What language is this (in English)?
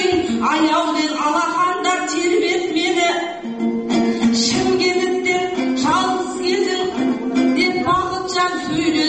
Kazakh